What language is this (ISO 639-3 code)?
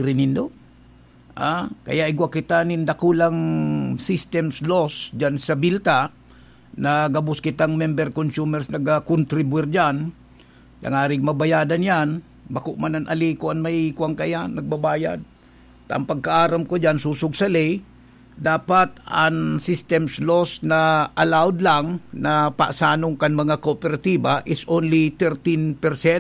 bik